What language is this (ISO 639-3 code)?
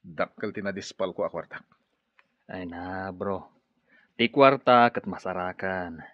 ilo